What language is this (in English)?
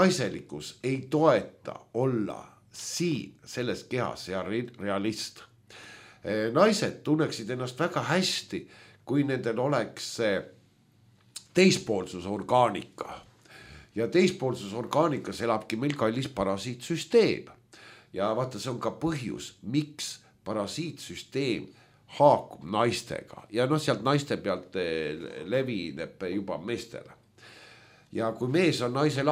Estonian